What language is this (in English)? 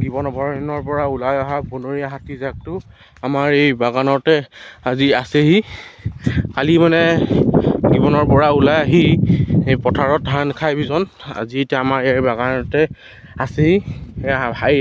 Assamese